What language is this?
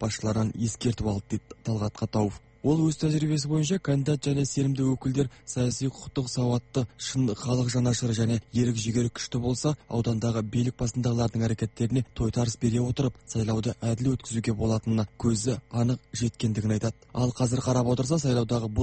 Kazakh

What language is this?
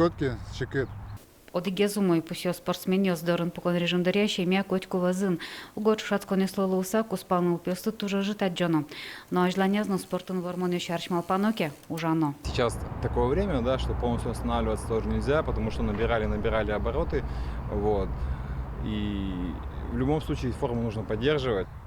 Udmurt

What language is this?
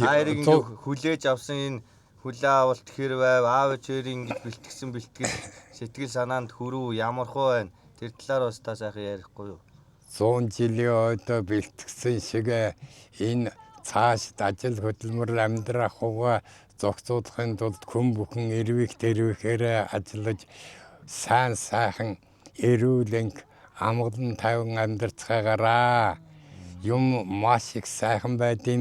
Mongolian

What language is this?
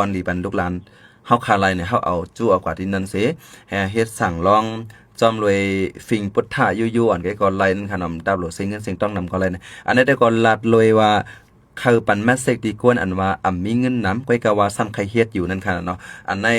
Shan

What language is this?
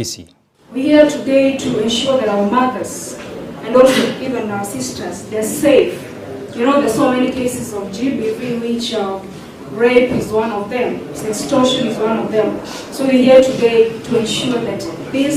Gusii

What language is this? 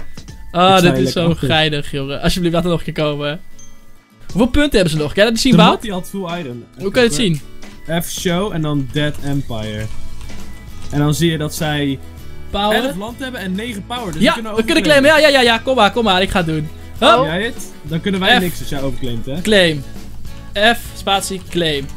Dutch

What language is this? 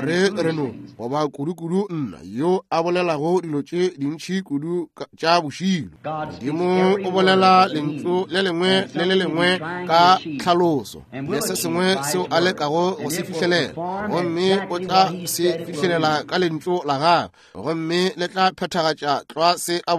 Northern Sotho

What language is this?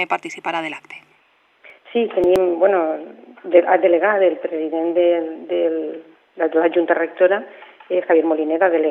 Catalan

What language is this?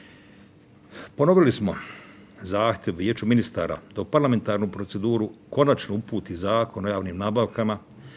Bosnian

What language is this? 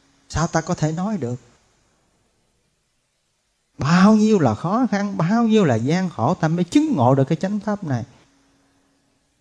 Vietnamese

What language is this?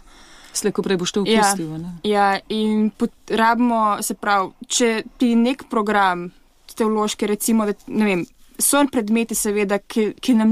Slovenian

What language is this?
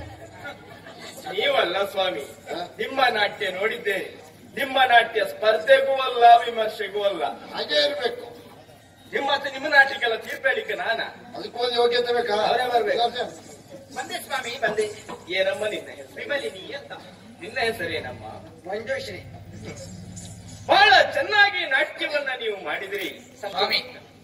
Kannada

